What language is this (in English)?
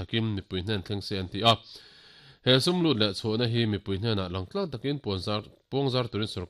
Mizo